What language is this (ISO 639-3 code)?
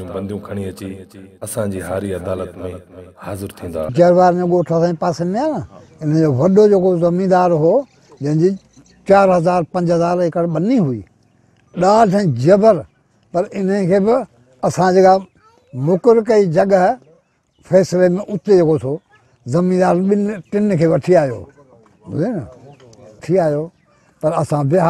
snd